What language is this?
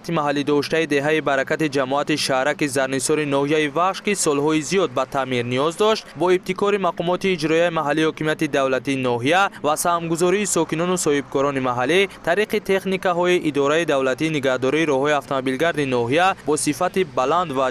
Tajik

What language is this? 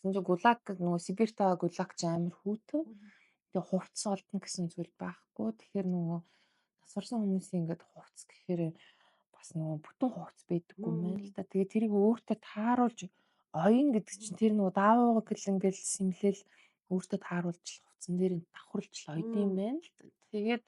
Mongolian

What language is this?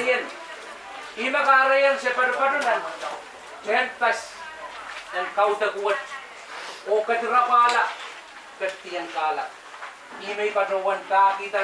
Pohnpeian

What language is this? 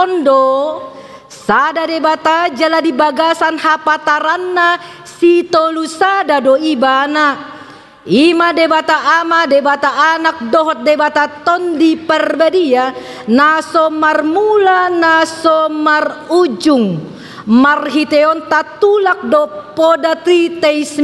Batak Toba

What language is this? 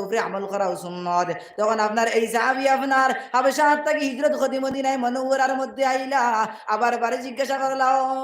Sylheti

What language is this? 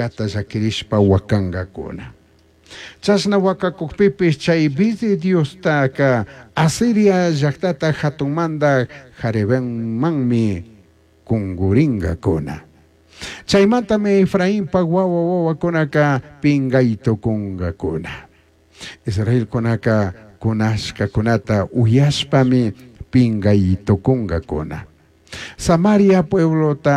Chimborazo Highland Quichua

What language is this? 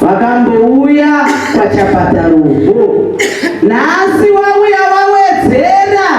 Shona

